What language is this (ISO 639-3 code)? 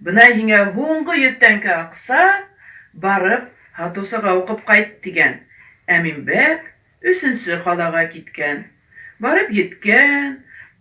bak